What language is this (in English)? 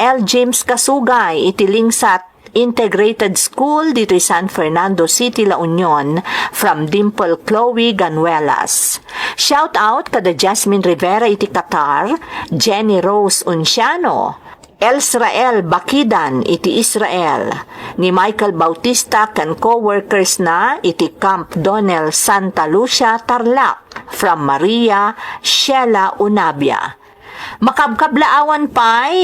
Iloko